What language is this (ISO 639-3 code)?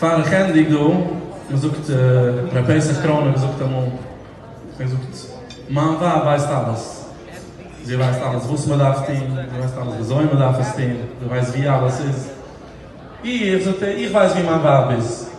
yid